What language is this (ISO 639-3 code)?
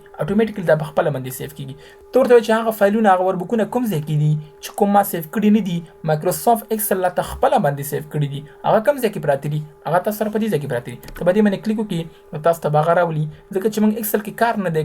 pus